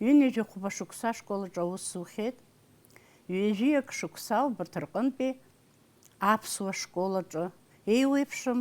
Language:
Abkhazian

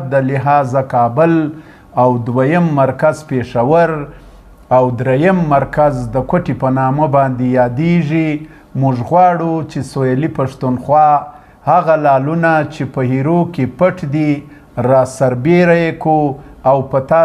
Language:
Pashto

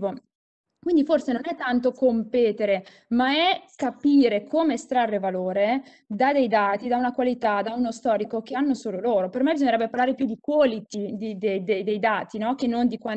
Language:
Italian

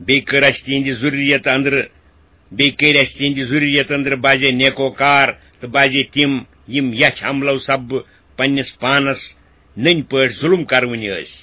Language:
Kashmiri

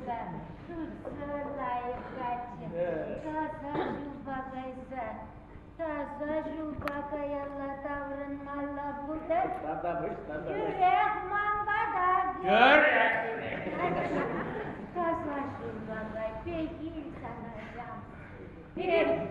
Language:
Chuvash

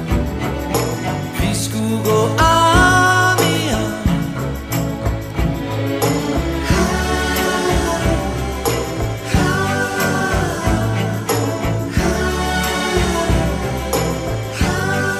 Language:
Danish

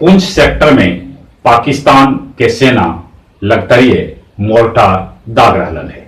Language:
Magahi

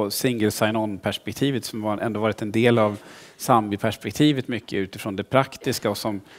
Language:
Swedish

